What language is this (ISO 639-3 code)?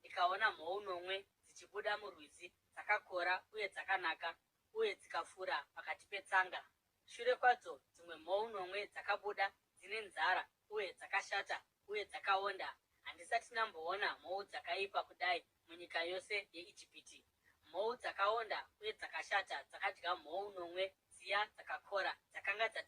sna